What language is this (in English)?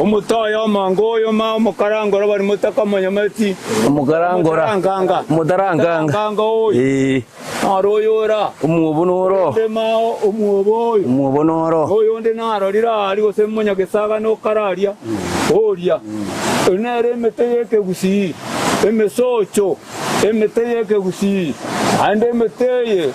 Gusii